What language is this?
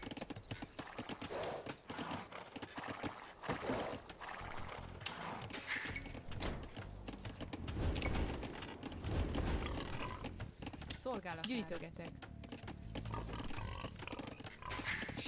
Hungarian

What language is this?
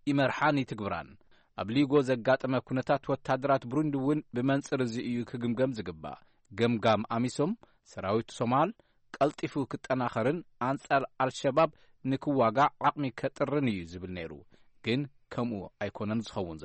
Tigrinya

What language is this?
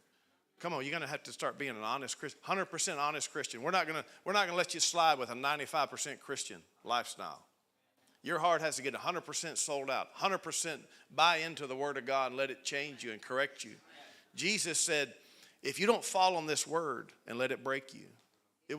English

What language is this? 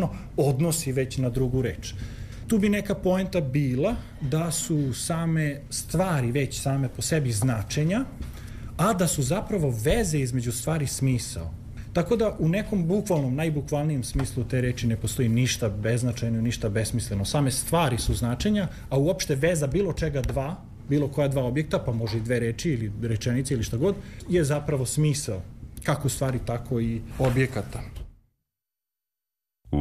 Serbian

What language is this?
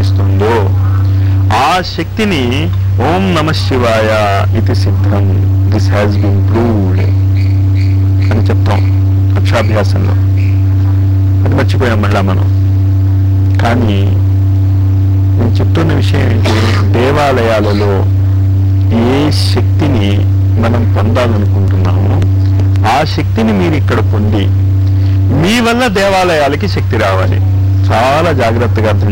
Telugu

